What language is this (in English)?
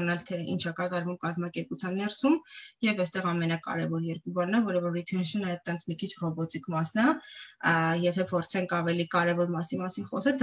Armenian